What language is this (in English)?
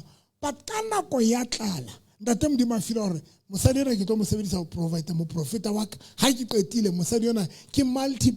Southern Sotho